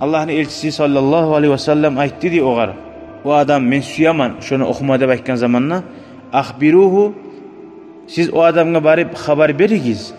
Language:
Kumyk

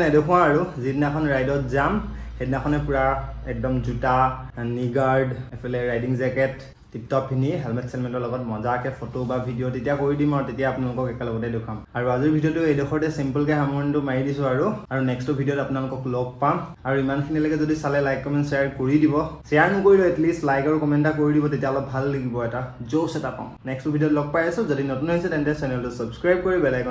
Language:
Assamese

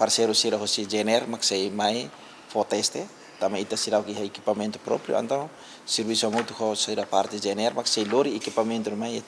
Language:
Tetum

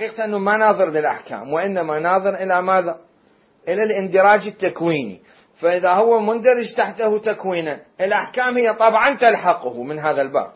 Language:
Mesopotamian Arabic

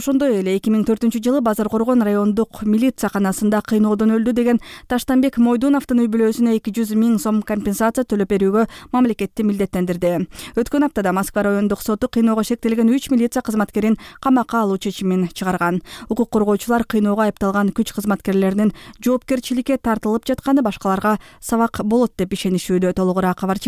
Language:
Kyrgyz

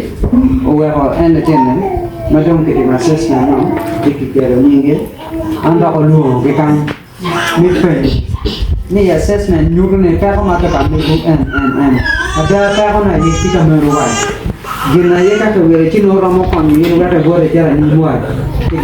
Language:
Acoli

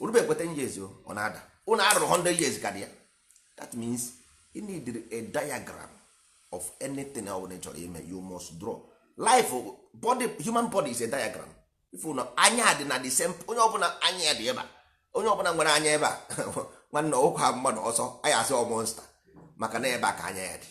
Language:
Igbo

